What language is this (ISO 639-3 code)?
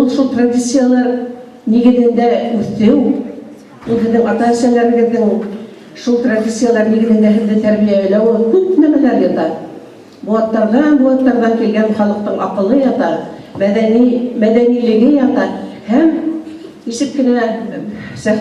bak